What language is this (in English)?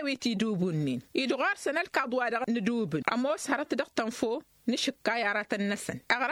Tamasheq